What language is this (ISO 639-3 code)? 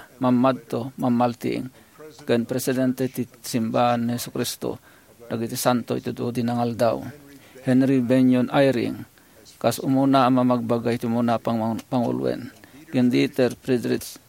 ilo